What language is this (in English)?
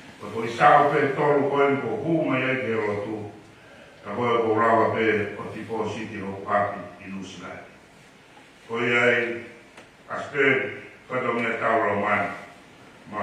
Tongan